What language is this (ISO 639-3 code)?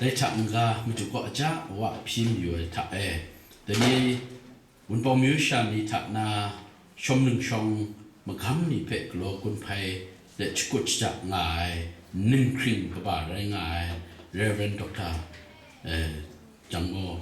kac